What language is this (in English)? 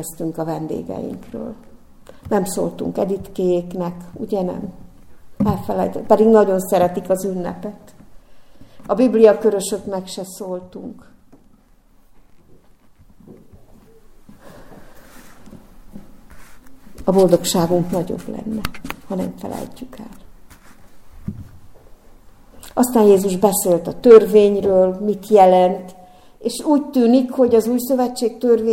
Hungarian